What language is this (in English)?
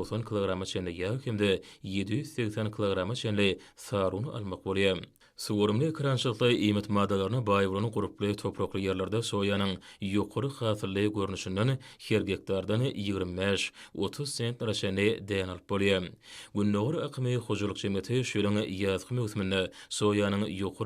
Turkmen